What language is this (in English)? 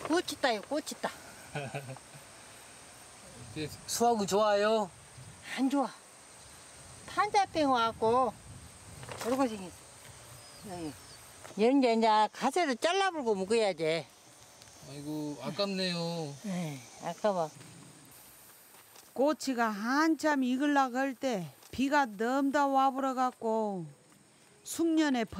Korean